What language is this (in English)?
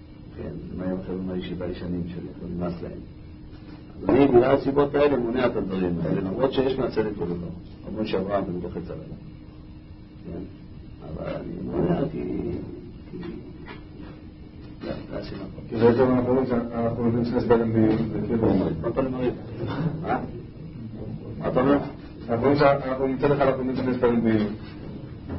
Hebrew